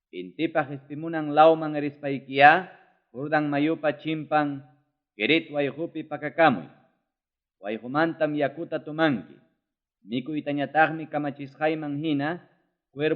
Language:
Ayacucho Quechua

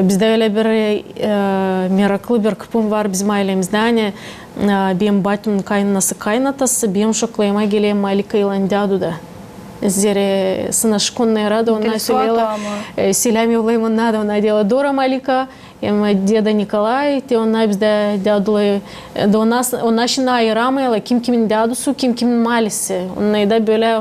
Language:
Gagauz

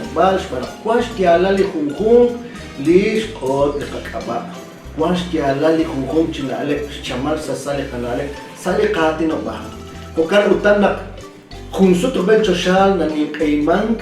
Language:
Kekchí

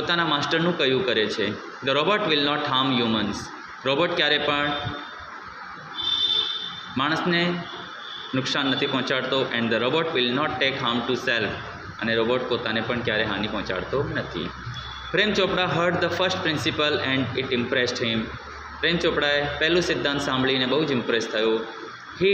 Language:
Gujarati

